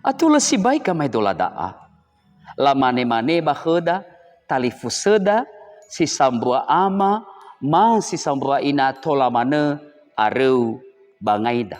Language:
Nias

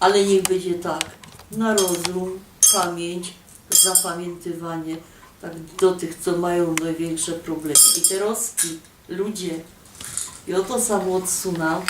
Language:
Silesian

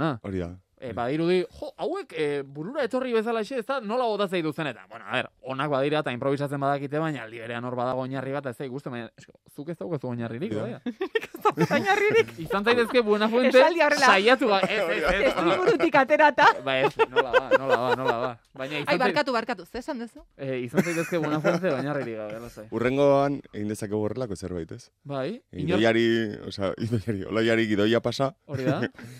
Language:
Basque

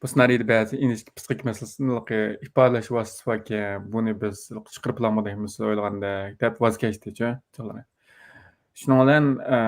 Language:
Uyghur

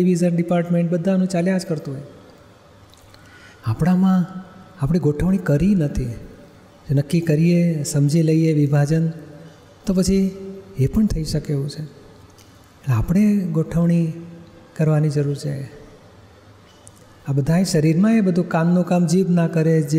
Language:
Gujarati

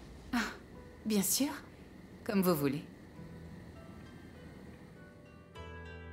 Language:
French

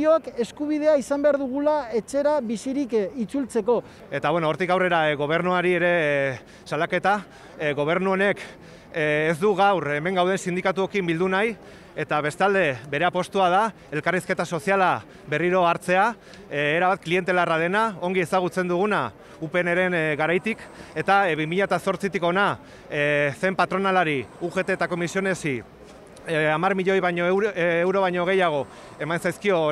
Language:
Basque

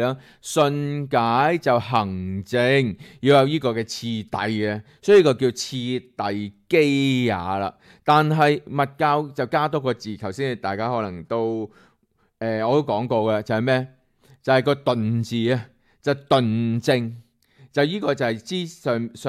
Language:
Cantonese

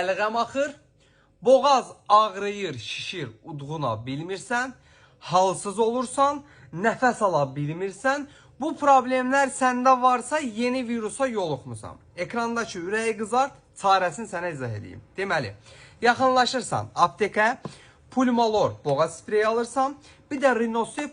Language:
Azerbaijani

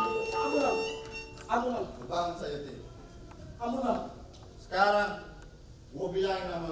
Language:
Betawi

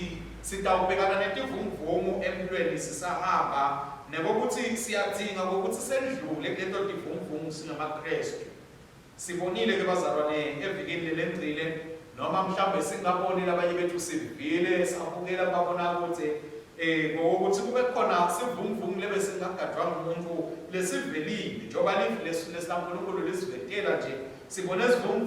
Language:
Swati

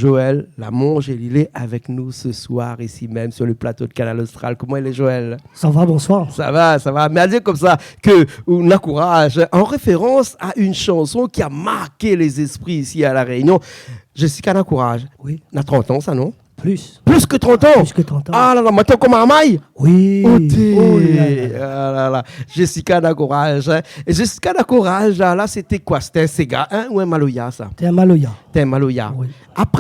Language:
Réunion Creole French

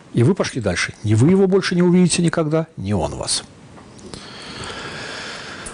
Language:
Russian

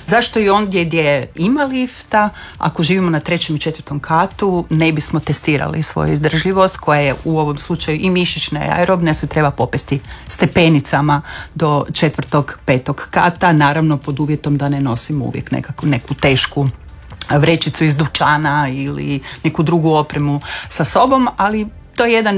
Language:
Croatian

